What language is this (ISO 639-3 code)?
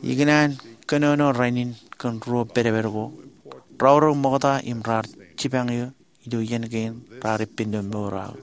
mah